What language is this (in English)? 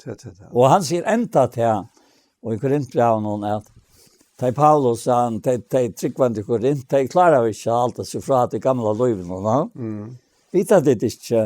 Faroese